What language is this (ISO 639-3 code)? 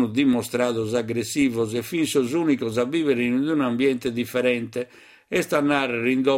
srd